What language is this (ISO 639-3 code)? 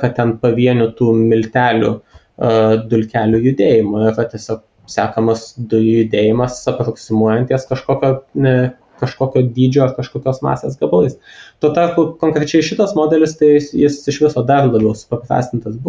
lit